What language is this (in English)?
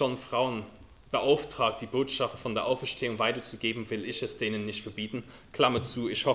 German